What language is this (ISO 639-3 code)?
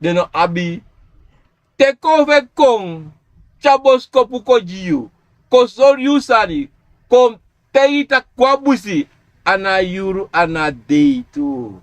srn